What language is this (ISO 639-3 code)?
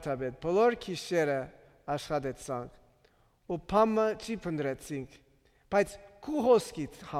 hyw